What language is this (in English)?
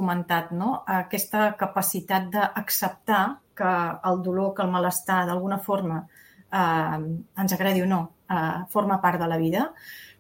Catalan